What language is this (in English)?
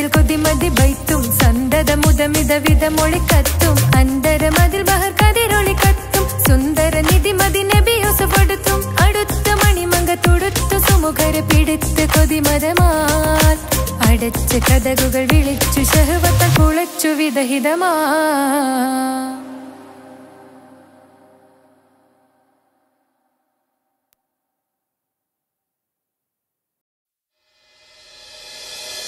Malayalam